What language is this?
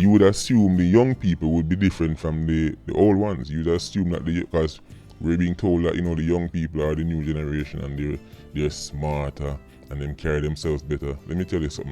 Jamaican Creole English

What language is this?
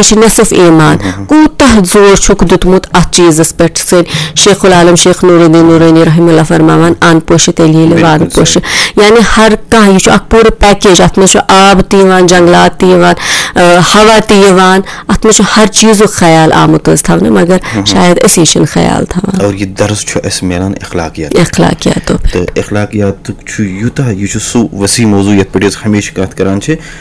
Kashmiri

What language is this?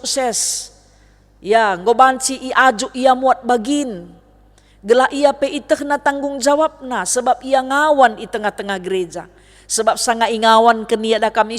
Batak Karo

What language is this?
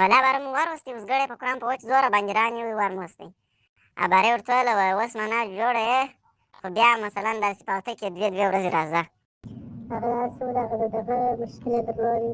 Pashto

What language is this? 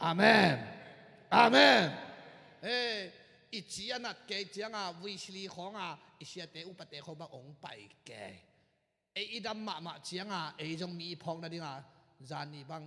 Tedim Chin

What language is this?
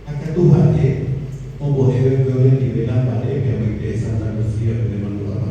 Guarani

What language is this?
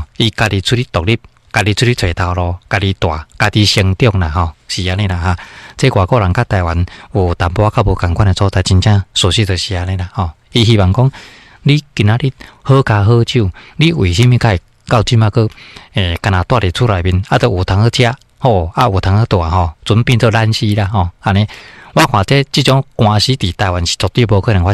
Min Nan Chinese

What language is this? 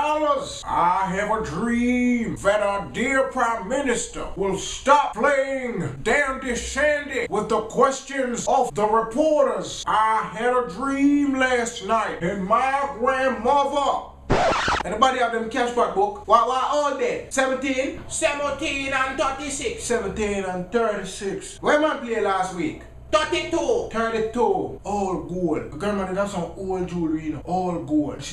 Jamaican Creole English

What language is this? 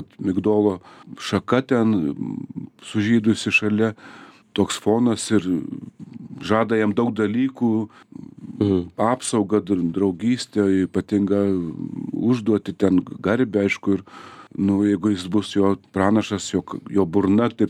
Lithuanian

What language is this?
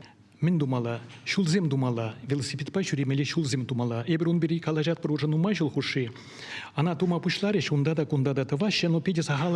Chuvash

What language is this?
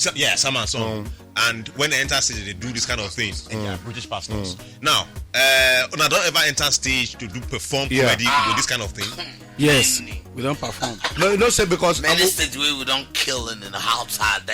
Nigerian Pidgin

